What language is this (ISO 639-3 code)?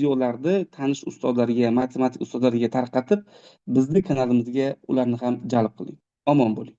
uzb